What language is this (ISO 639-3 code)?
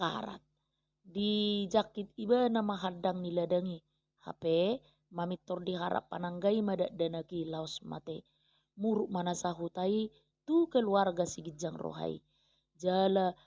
bbc